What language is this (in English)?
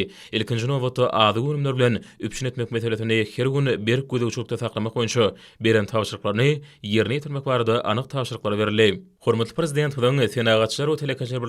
Turkmen